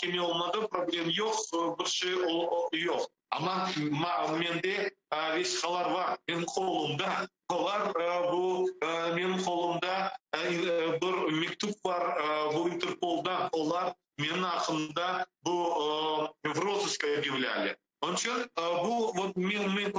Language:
Crimean Tatar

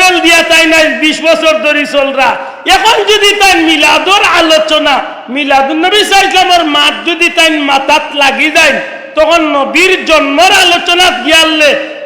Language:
Sylheti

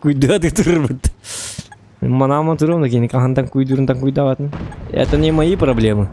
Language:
Yakut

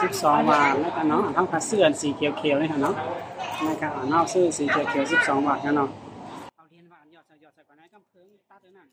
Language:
Shan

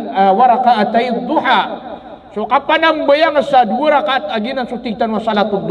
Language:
Maranao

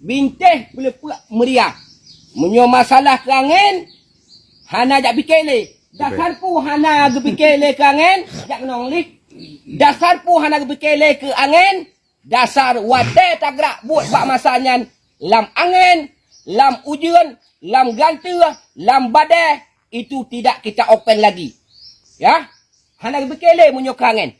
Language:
Achinese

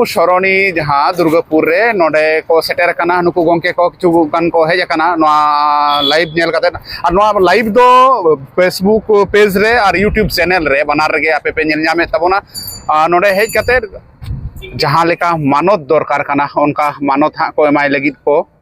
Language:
Santali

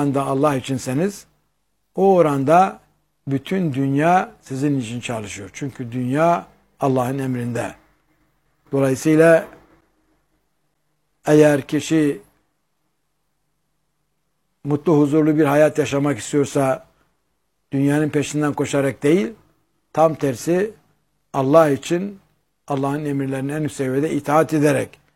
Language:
Turkish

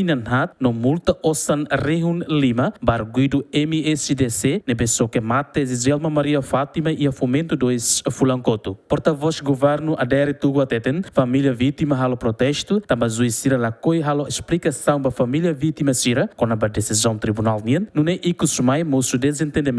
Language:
Tetum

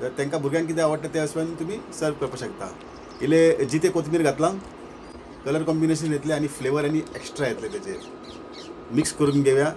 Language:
Konkani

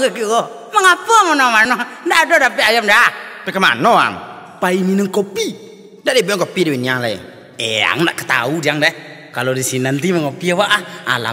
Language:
Minangkabau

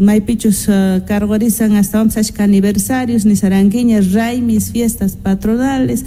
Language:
South Bolivian Quechua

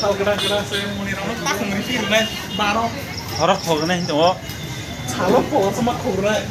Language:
Kok Borok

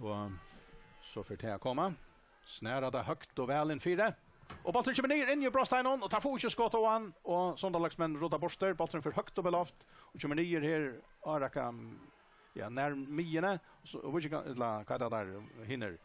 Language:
Faroese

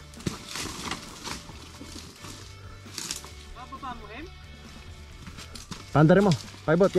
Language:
Filipino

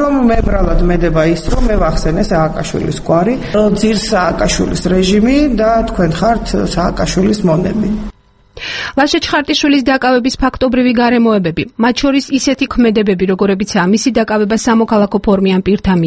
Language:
Georgian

